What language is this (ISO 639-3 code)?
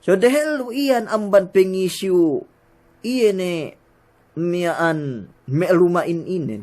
yka